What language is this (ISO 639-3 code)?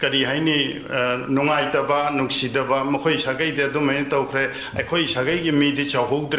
mni